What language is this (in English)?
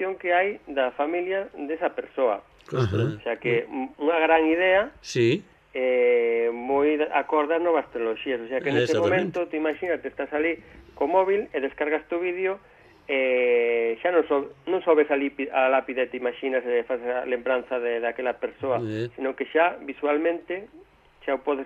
Galician